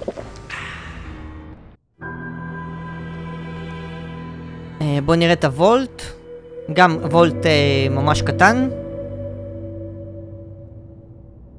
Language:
Hebrew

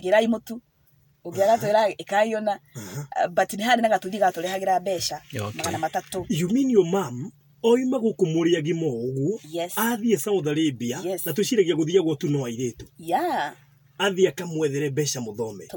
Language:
Kikuyu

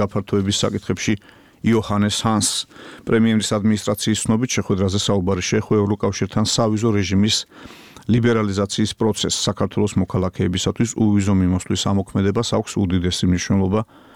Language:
Georgian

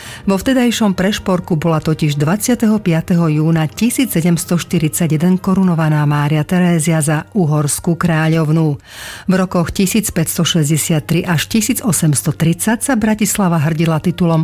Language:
Slovak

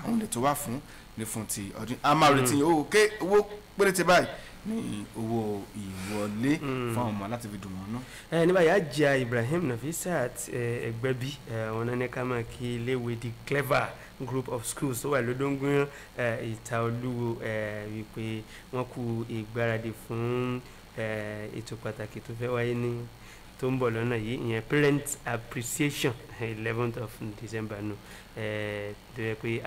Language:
Yoruba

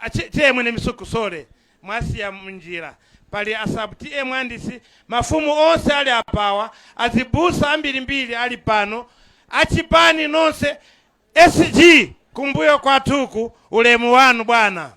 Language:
Nyanja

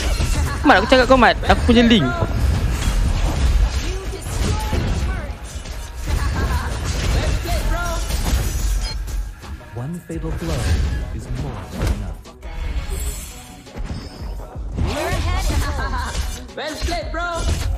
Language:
Malay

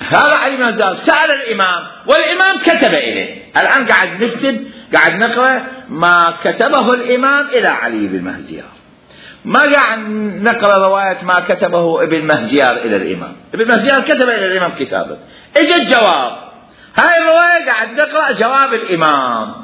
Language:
Mesopotamian Arabic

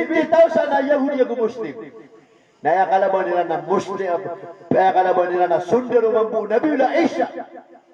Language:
Maranao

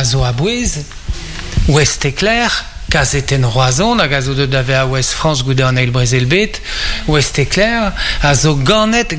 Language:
Breton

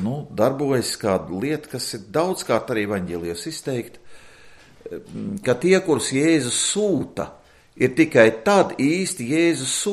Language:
Latvian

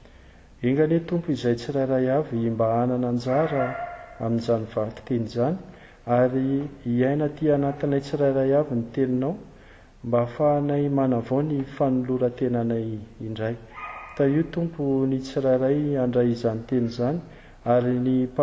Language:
Malagasy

